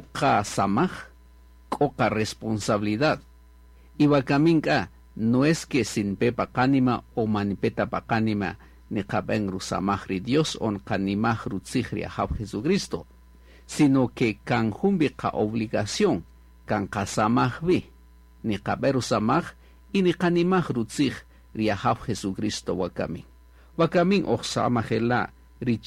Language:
Kaqchikel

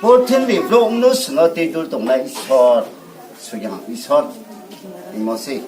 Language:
Riang (India)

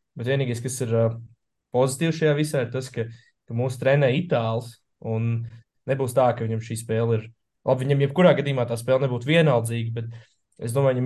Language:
Latvian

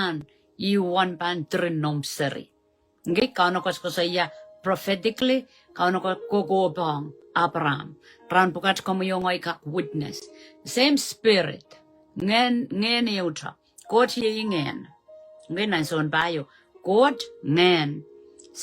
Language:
Pohnpeian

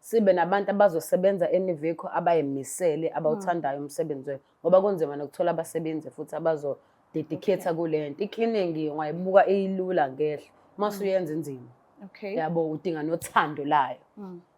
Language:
Zulu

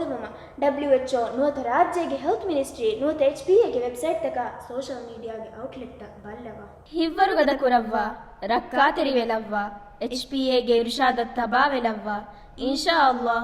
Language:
Divehi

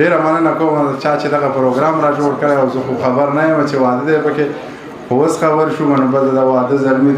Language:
Pashto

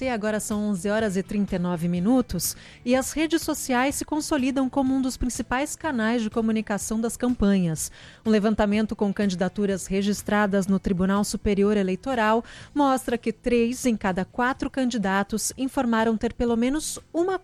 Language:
Portuguese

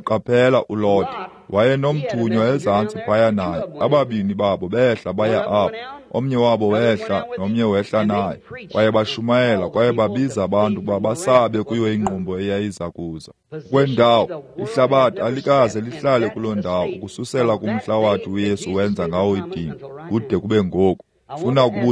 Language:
Xhosa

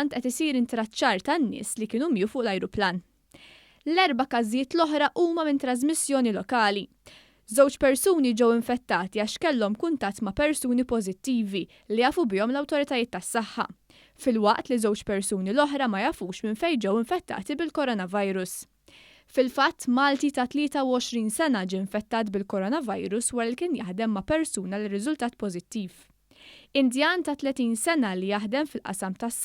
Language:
Maltese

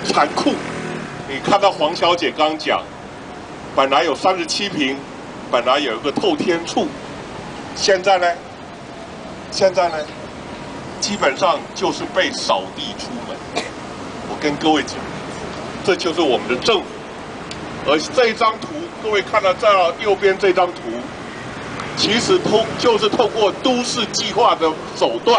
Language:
Chinese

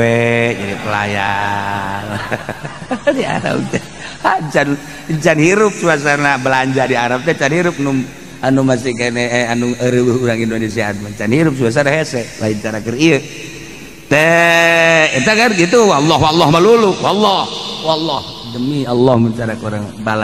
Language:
Sundanese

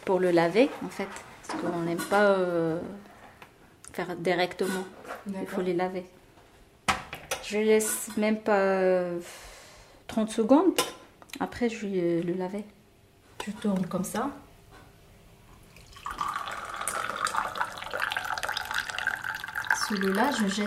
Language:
French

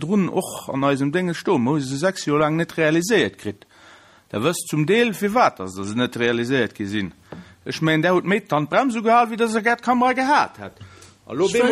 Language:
Luxembourgish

